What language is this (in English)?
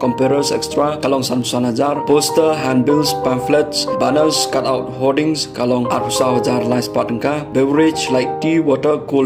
Khasi